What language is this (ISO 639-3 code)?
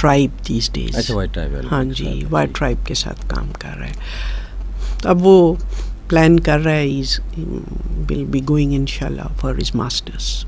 urd